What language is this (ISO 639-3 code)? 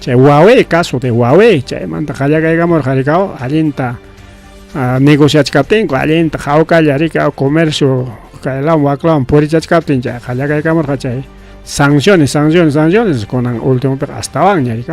quy